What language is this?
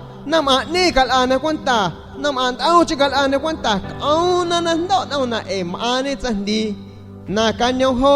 San Pedro Amuzgos Amuzgo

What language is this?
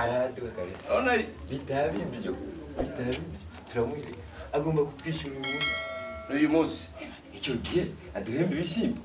Kinyarwanda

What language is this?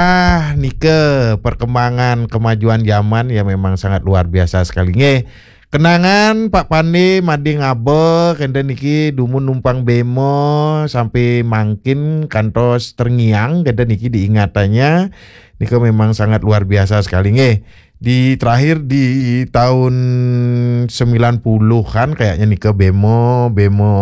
Balinese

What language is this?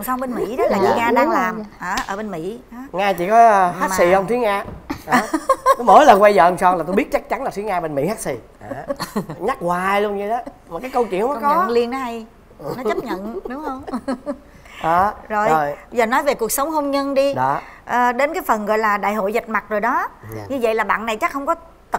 Vietnamese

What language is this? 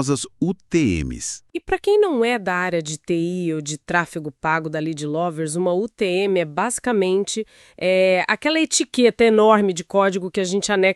Portuguese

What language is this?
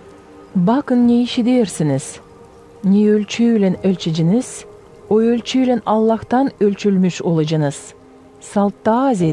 Gagauz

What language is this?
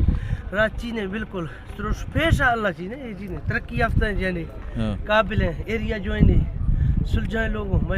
Saraiki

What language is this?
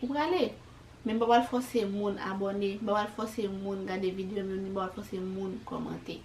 Haitian Creole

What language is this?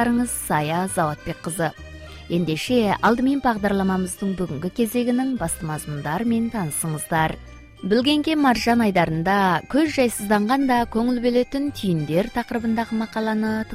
Kazakh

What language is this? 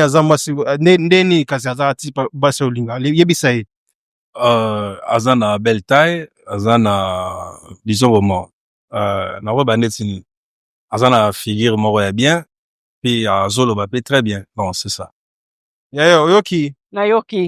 Lingala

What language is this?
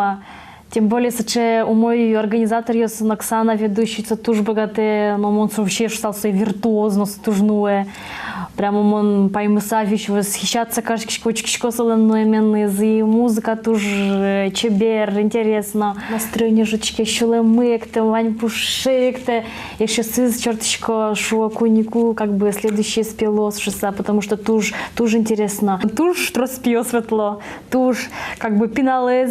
Udmurt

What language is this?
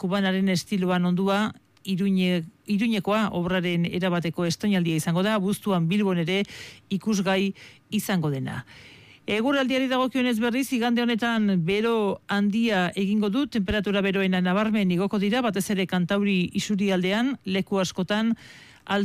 Basque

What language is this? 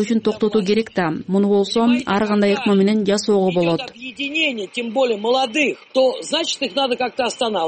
Kyrgyz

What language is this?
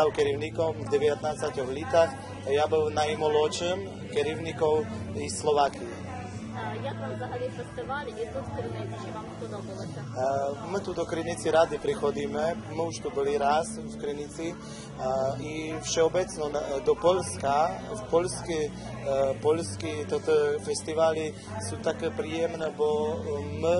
Rusyn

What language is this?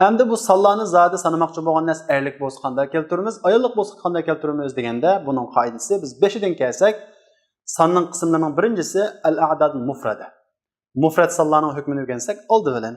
Uyghur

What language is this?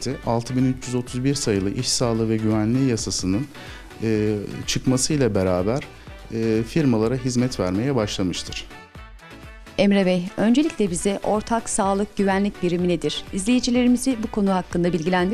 Turkish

